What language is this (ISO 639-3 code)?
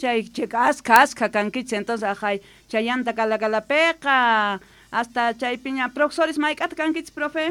quh